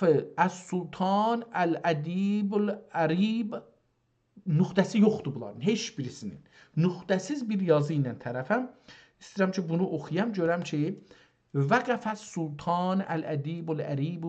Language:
South Azerbaijani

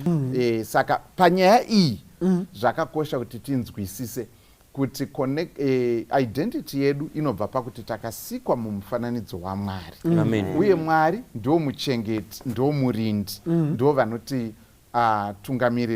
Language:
Shona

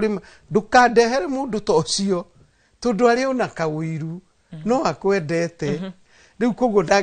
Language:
Kikuyu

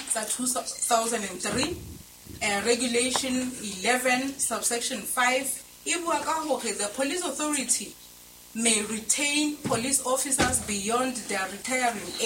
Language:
Southern Sotho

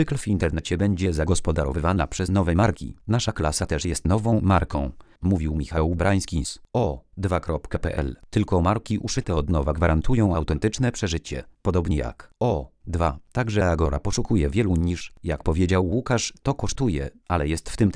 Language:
Polish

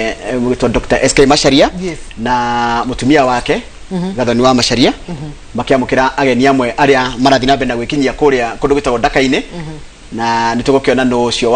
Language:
Kikuyu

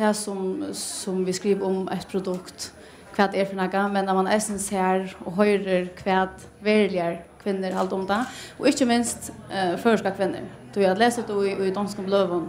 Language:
Faroese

